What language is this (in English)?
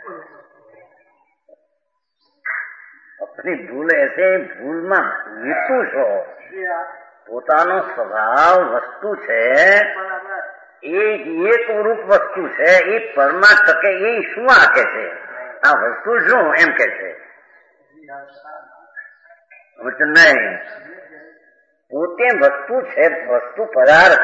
Gujarati